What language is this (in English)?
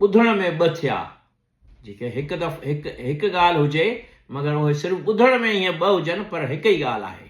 Sindhi